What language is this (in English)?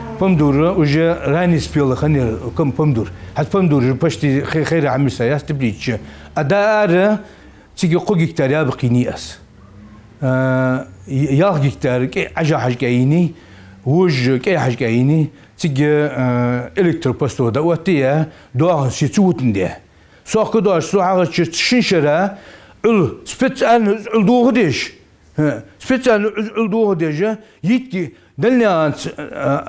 Ingush